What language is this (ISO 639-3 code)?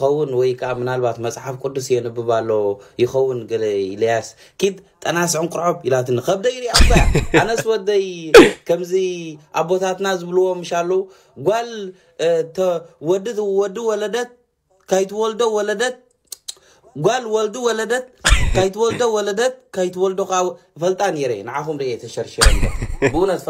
tir